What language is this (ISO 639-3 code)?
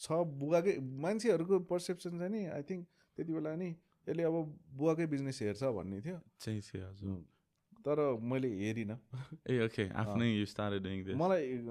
nep